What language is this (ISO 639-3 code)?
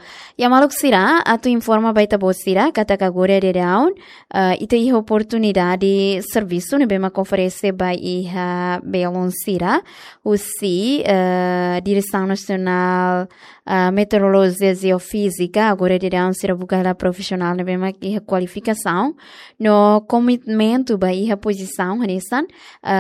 tet